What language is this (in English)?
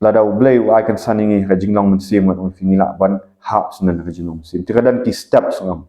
Khasi